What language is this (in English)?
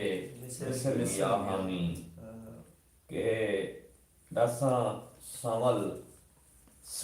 Saraiki